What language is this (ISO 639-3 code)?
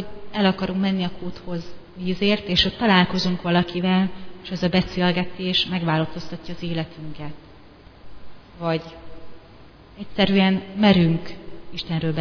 hun